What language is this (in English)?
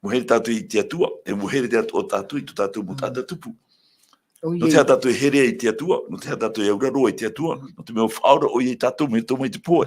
Tahitian